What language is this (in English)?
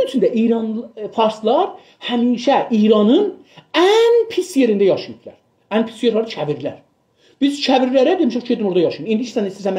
South Azerbaijani